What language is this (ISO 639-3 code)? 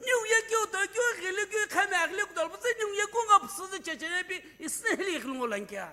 nsm